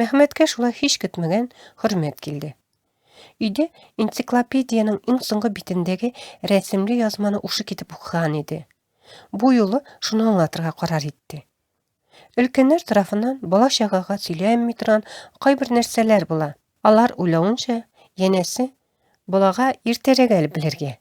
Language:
Tatar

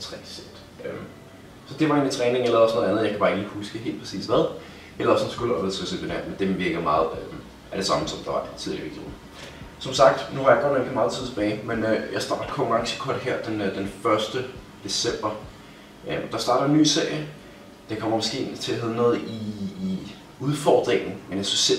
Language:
Danish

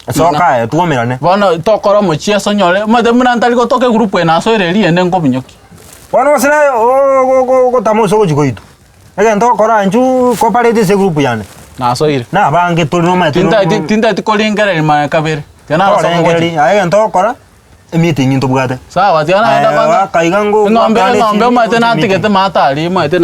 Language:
Gusii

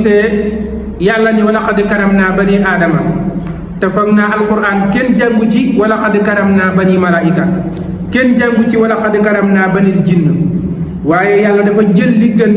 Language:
Wolof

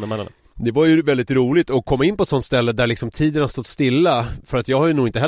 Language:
Swedish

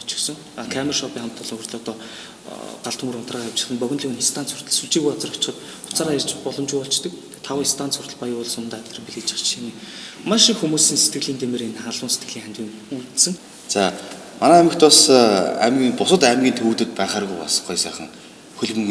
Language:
Mongolian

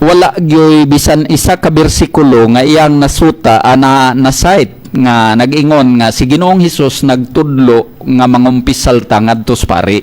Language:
Cebuano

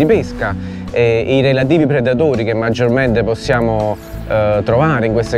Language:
Italian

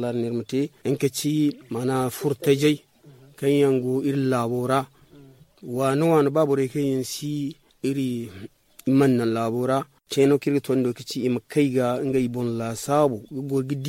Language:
Zarma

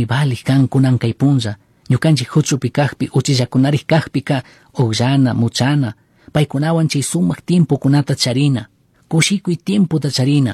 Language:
Chimborazo Highland Quichua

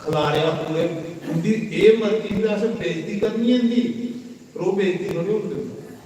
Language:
Dogri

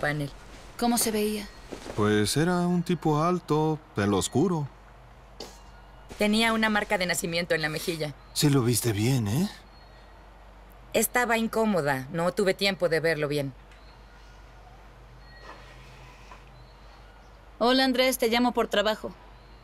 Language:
Spanish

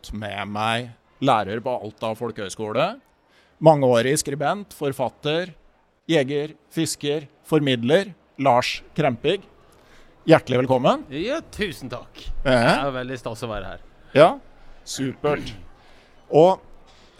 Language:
Norwegian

